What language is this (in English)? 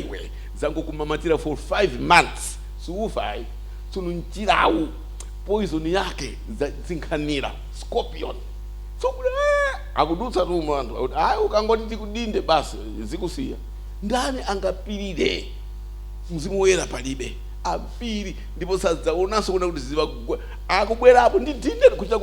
Nyanja